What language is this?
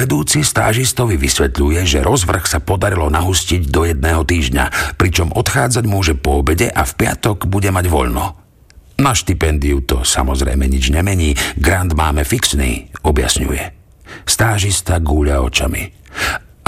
Slovak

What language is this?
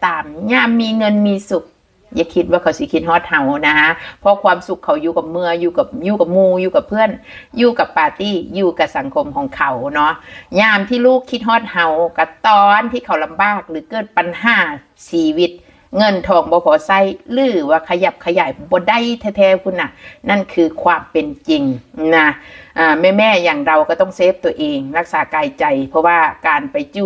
Northeastern Thai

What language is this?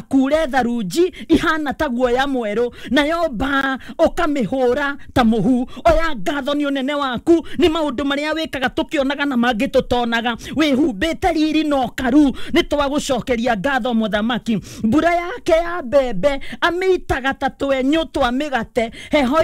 Kikuyu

